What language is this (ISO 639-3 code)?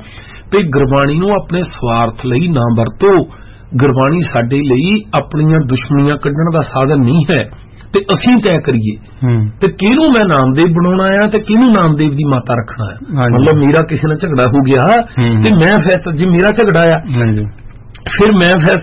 pan